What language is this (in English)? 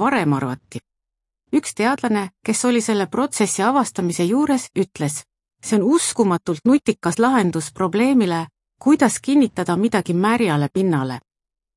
Estonian